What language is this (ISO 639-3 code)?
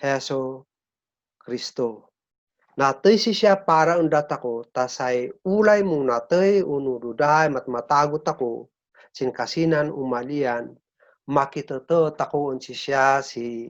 kne